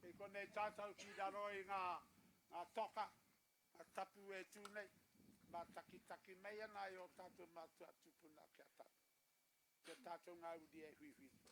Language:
Māori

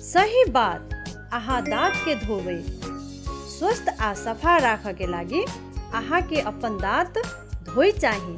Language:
Maithili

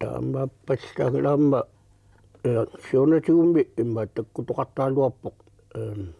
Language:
Kalaallisut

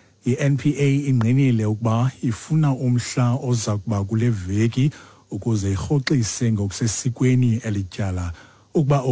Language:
Xhosa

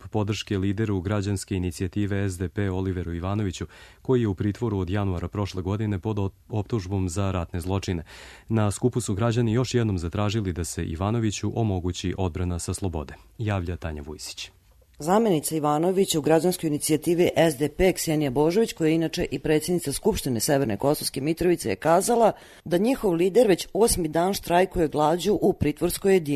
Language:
Serbian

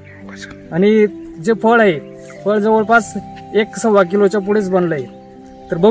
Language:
Marathi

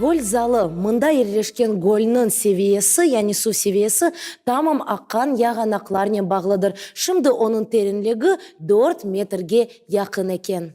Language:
Crimean Tatar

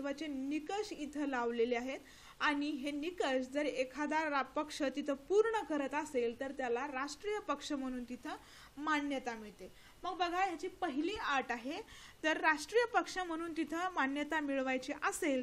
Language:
Marathi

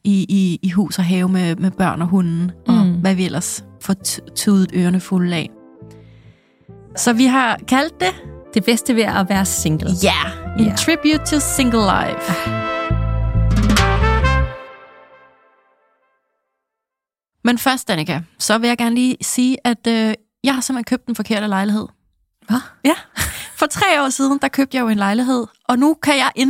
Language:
Danish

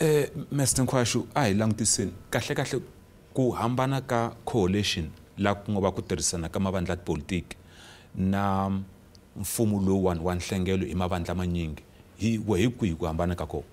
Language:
Tsonga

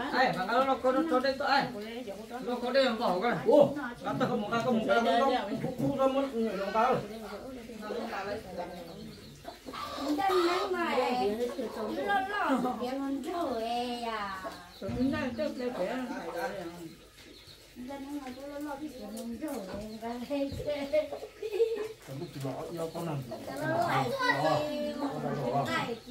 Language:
Vietnamese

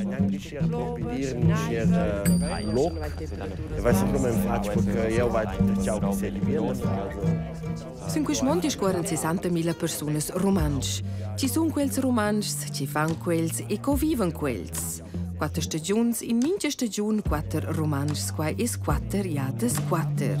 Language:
Romansh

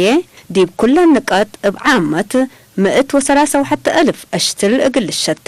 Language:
Tigre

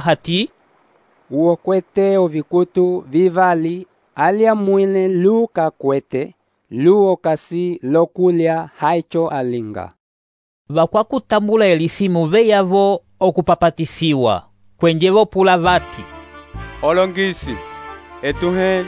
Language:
Umbundu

